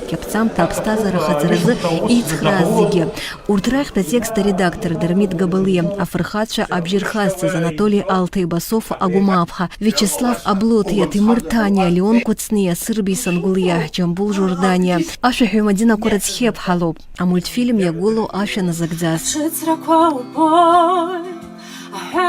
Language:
Abkhazian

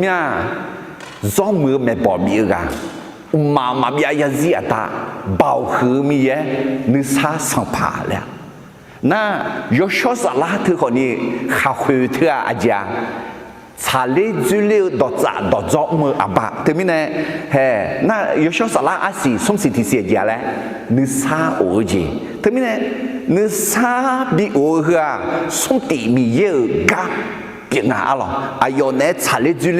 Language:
Akha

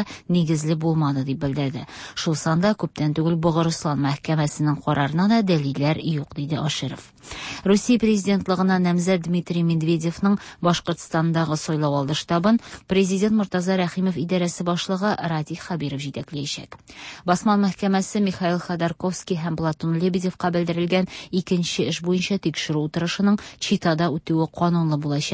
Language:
Tatar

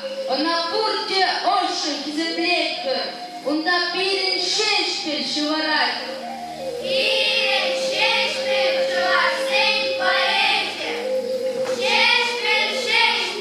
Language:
Chuvash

